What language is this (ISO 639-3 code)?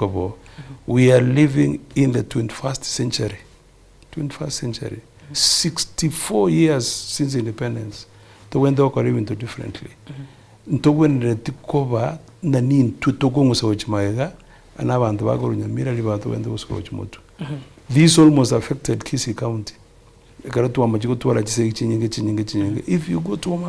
guz